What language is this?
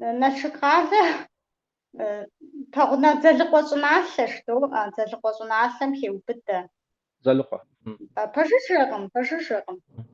Kabardian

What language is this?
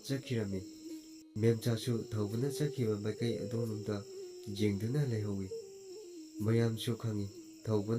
Manipuri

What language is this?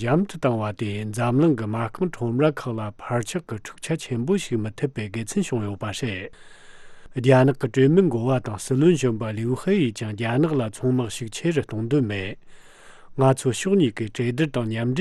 Tibetan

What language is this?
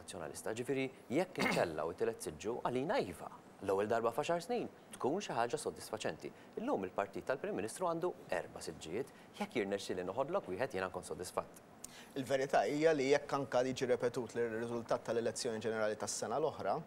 Maltese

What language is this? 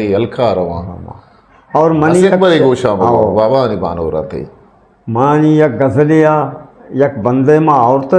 Eastern Balochi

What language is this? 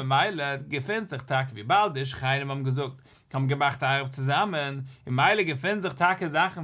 Yiddish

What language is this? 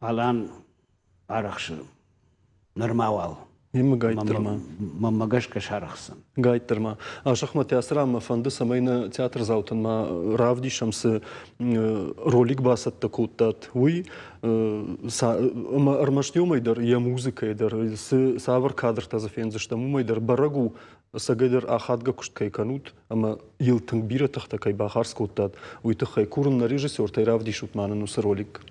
Ossetic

